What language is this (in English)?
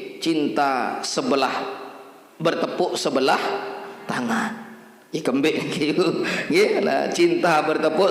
Sasak